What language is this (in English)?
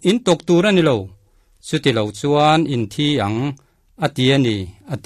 Mizo